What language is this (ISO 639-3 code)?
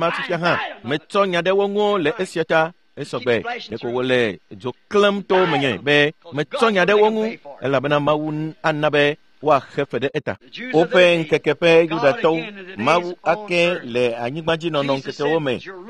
ewe